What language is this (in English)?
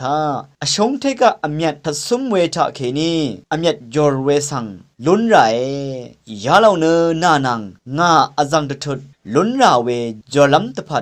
Rawang